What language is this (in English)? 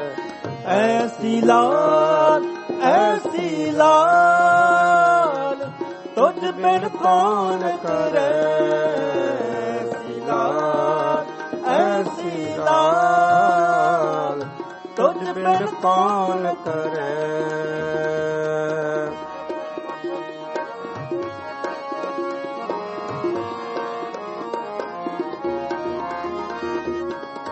Punjabi